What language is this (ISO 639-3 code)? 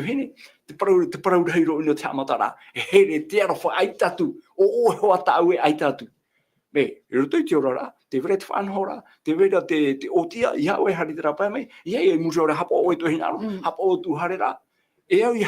tah